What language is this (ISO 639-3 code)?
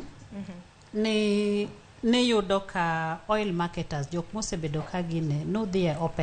luo